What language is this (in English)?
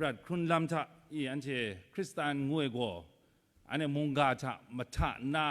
Kachin